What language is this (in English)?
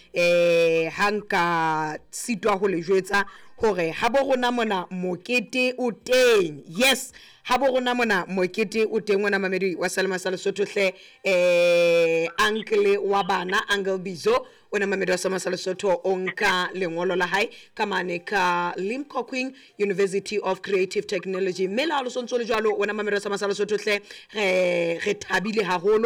Southern Sotho